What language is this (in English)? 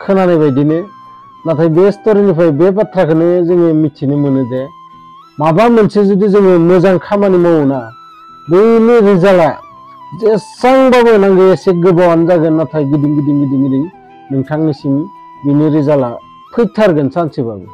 Bodo